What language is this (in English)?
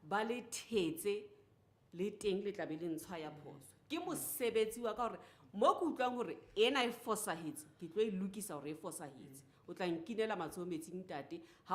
Southern Sotho